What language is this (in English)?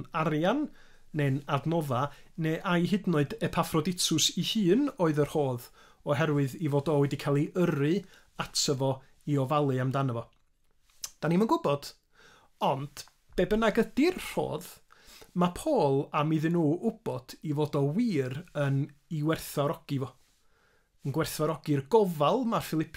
Welsh